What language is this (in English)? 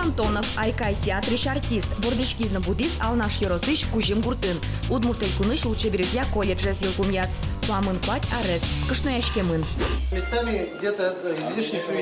Udmurt